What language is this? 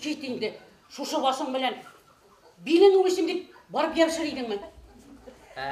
Bashkir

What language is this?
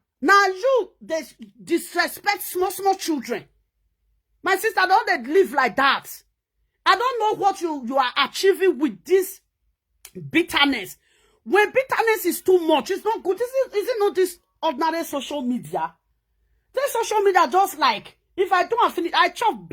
Nigerian Pidgin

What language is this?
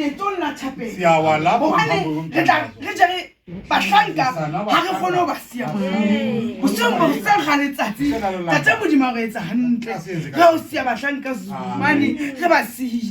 Southern Sotho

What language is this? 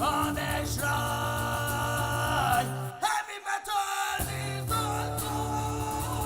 Main-Franconian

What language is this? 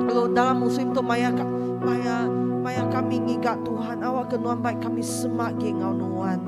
Iban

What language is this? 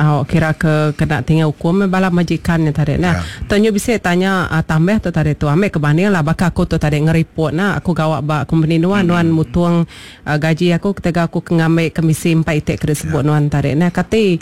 Iban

